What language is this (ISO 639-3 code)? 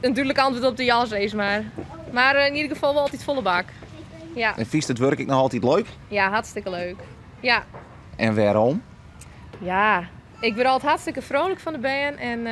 fry